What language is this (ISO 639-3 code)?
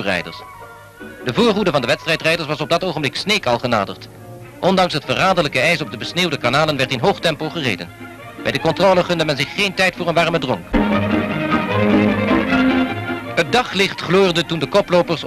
nld